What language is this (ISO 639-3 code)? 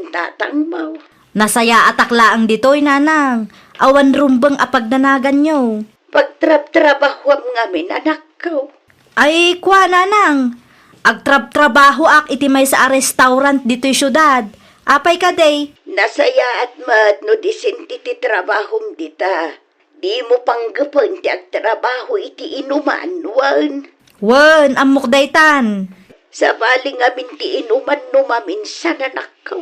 ilo